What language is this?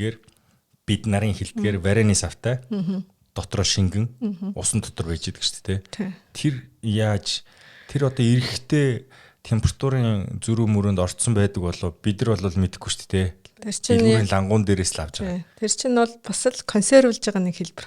Mongolian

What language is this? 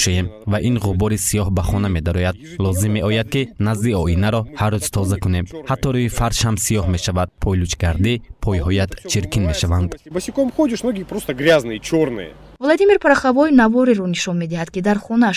Tajik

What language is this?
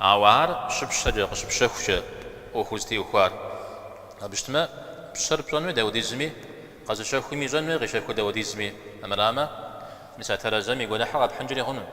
Kabardian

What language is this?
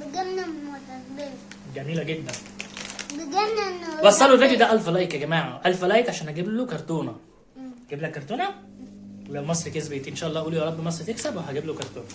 Egyptian Arabic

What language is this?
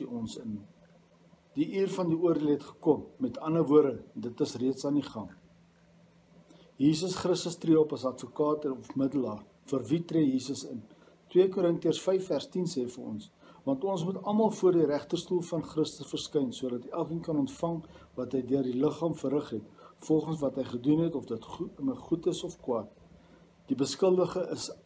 Afrikaans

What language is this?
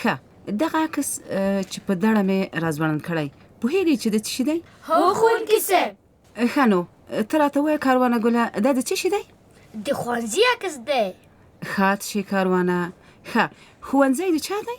Pashto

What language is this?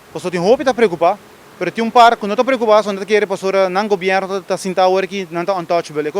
Papiamento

